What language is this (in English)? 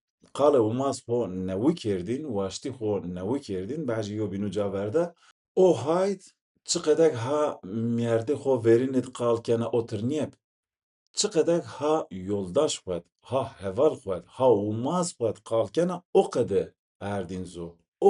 Zaza